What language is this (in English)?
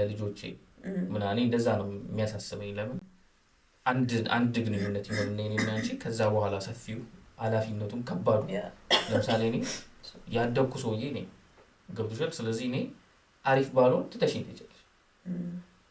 Amharic